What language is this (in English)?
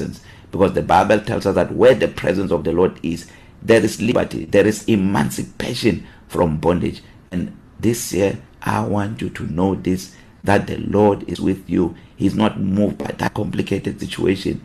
English